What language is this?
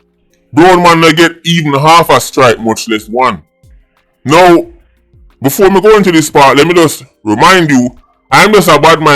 Jamaican Creole English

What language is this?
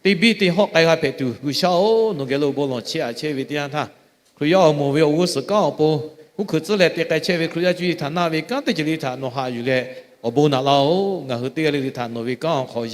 Lahu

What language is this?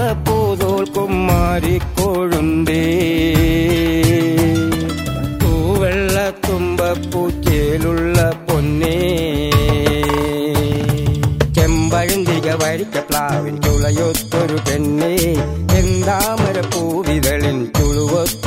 Malayalam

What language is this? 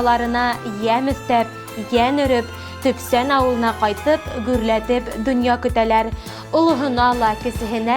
Bashkir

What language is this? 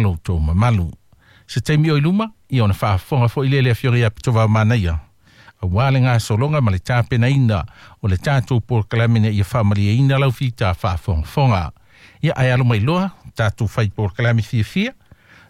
Samoan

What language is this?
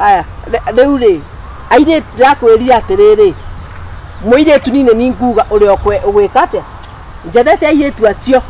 Kikuyu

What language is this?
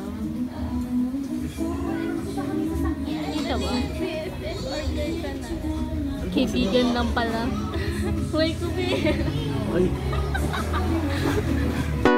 Filipino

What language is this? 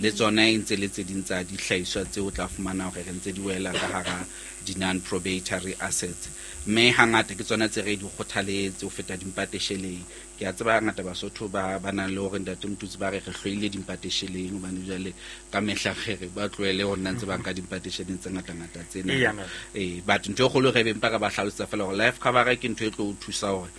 Southern Sotho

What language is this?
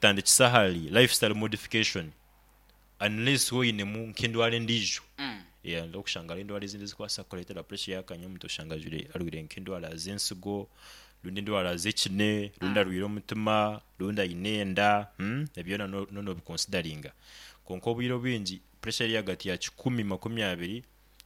Nyoro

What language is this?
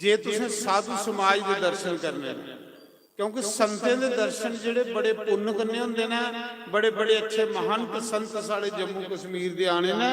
Dogri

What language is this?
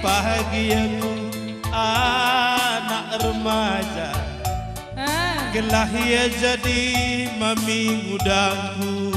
Batak Karo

